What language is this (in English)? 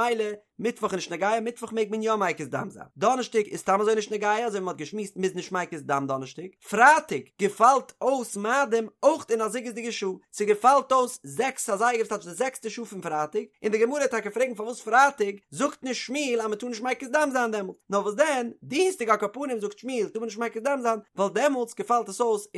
Yiddish